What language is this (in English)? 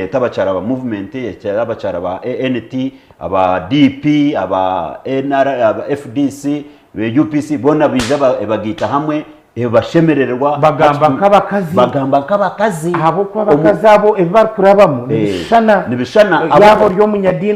Nyankole